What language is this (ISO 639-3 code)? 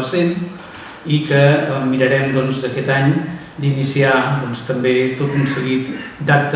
cat